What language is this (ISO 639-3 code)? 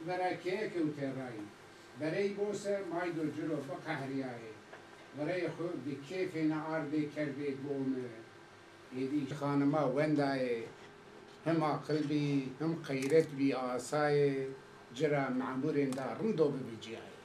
zza